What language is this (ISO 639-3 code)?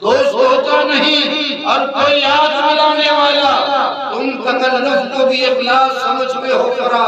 bgp